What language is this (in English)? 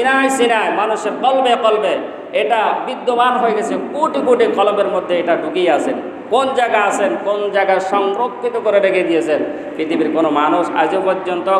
Bangla